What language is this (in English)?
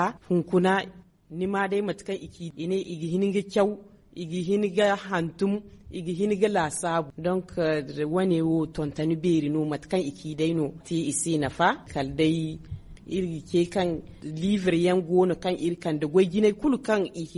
Zarma